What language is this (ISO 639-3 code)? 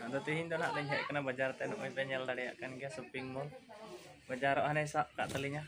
sat